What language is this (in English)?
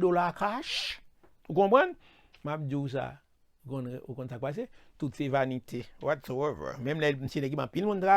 Haitian Creole